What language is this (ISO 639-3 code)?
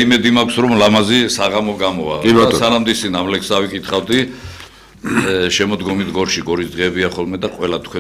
kat